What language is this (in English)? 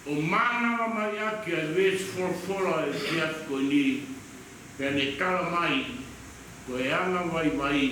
Tongan